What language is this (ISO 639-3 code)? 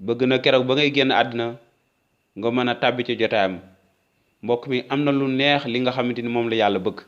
wol